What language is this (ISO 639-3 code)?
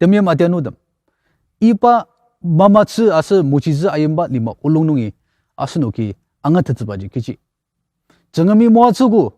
njo